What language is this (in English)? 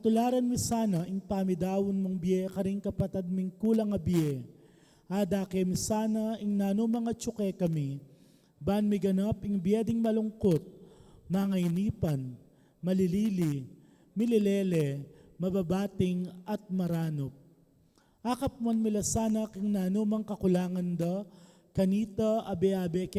Pampanga